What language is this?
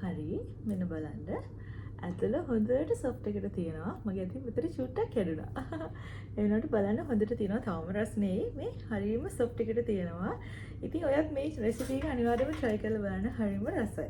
Sinhala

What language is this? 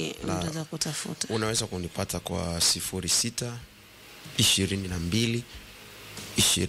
Swahili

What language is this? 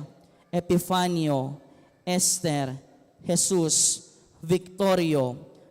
Pampanga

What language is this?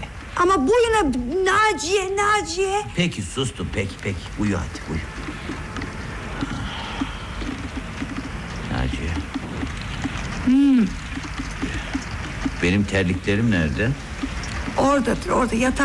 Turkish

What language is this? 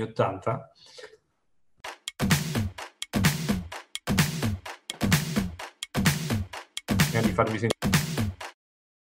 Italian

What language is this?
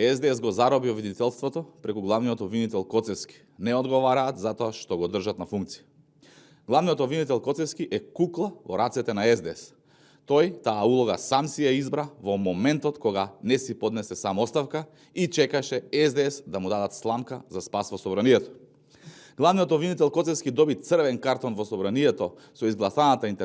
Macedonian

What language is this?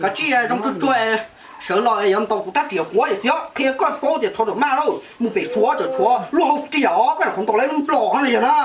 Hmong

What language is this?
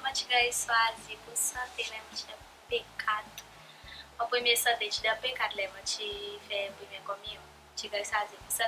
Seselwa Creole French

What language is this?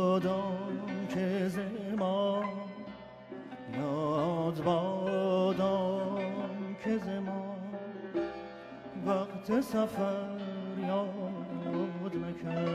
Persian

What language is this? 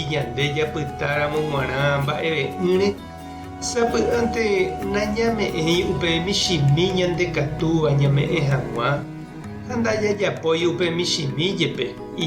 Guarani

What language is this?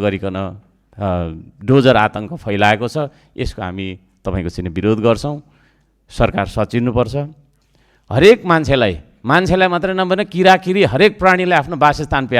Nepali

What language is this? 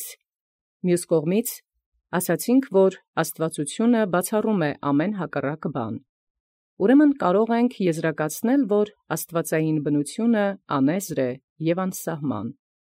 Armenian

